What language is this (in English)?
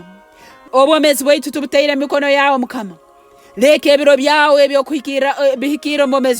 Nyankole